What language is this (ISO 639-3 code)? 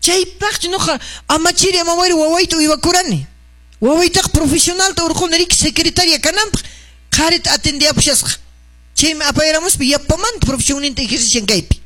que